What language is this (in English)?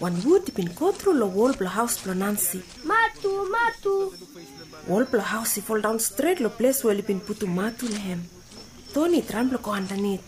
Bislama